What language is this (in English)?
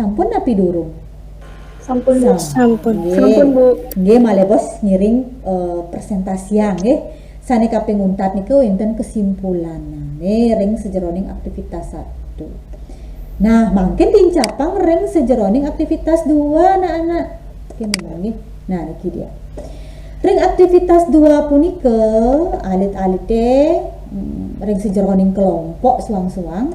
Balinese